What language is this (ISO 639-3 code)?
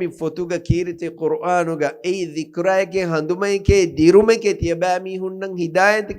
div